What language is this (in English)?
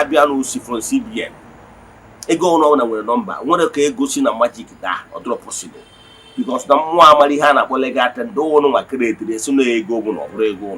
Igbo